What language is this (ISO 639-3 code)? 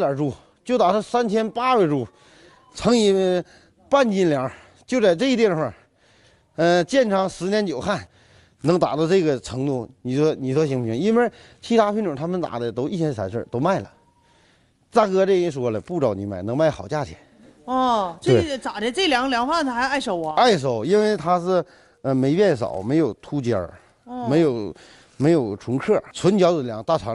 zho